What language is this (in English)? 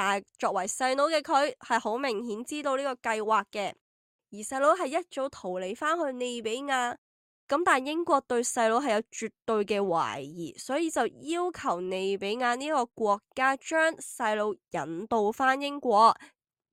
Cantonese